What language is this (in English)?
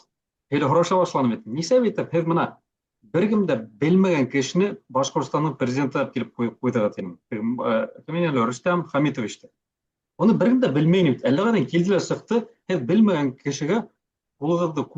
Bashkir